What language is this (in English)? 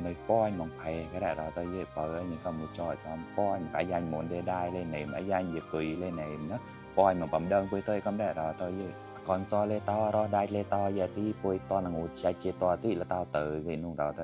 Mon